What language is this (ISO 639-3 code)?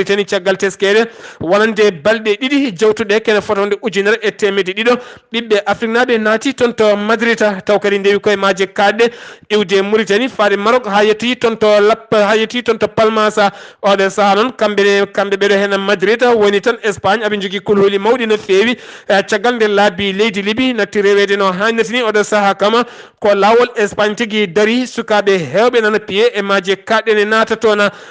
ful